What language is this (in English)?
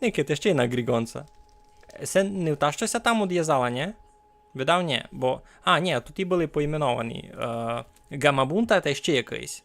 Rusyn